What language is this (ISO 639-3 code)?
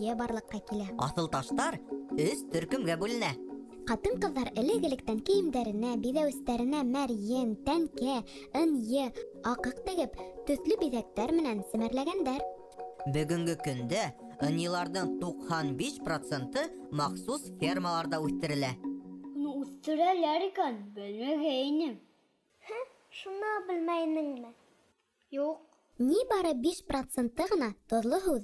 bak